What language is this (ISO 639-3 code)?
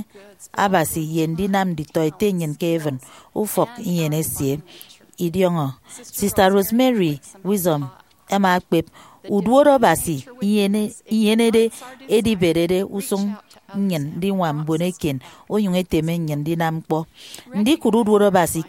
efi